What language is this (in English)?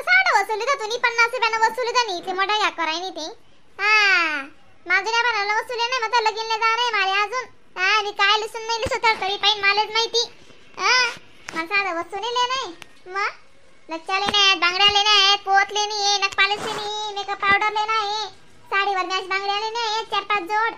Khandesi